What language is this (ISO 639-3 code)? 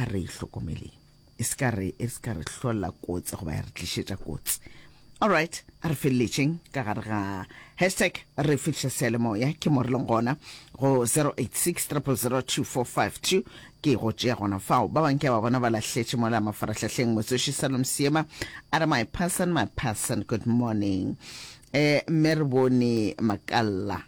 nso